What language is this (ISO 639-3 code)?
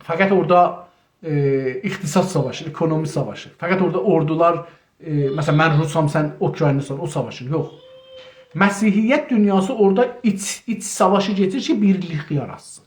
azb